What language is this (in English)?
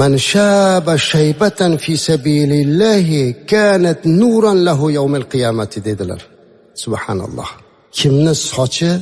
Uzbek